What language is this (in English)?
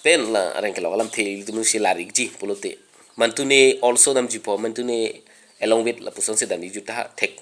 Karbi